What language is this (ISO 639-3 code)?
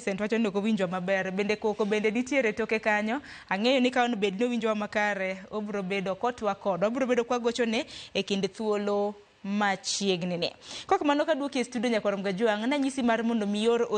luo